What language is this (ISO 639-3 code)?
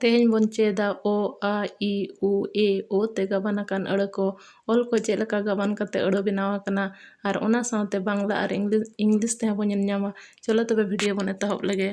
sat